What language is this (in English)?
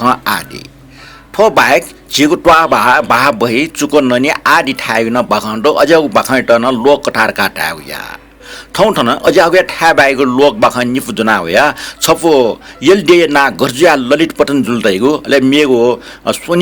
Newari